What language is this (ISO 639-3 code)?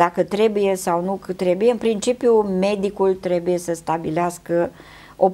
ron